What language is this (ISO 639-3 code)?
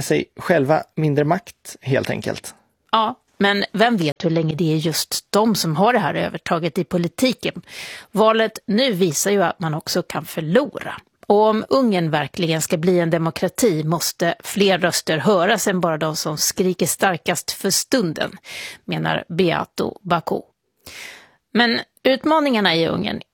swe